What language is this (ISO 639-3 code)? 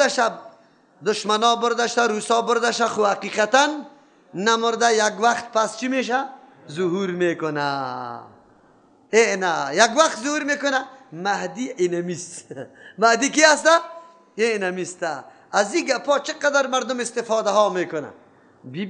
fas